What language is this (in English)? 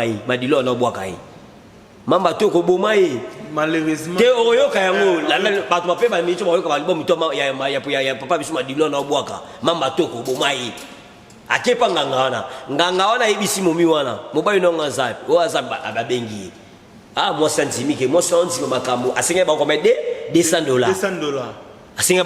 Lingala